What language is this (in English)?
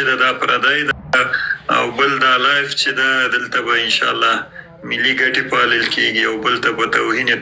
Pashto